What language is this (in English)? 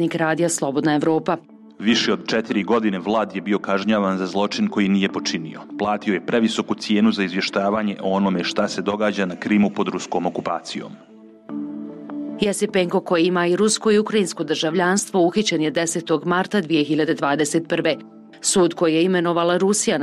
Bosnian